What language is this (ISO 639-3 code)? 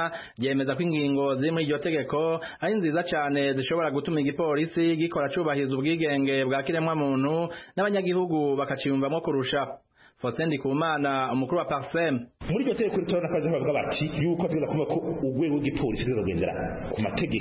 run